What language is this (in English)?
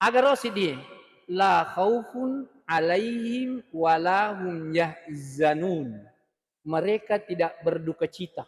Buginese